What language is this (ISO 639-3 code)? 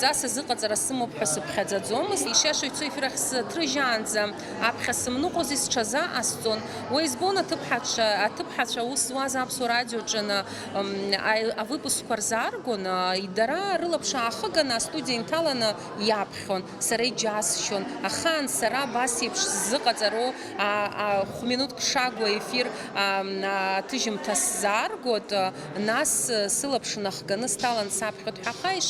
abk